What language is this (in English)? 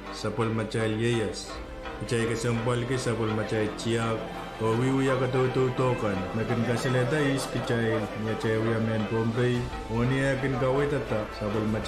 Pohnpeian